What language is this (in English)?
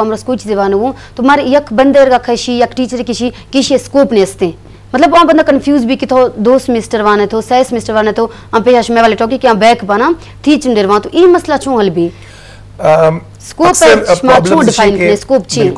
Baluchi